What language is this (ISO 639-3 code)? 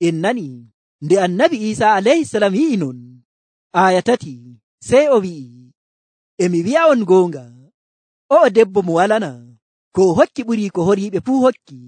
fuv